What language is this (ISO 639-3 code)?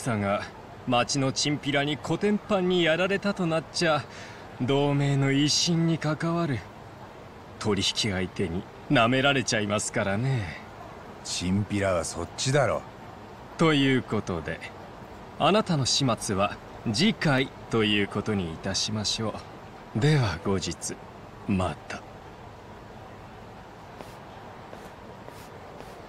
jpn